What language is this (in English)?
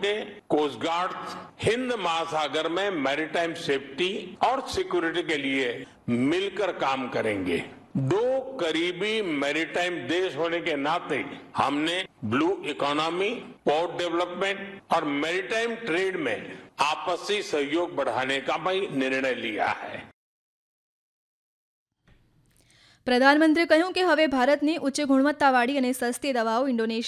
Gujarati